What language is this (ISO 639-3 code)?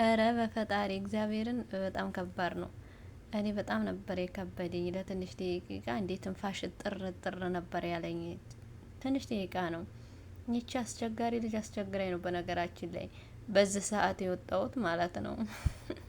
amh